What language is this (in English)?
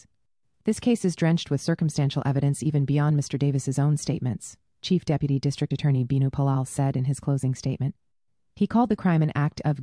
English